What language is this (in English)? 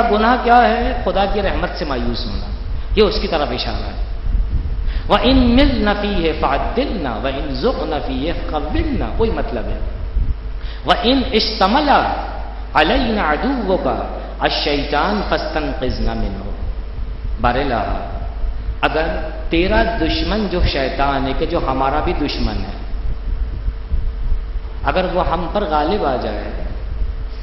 Urdu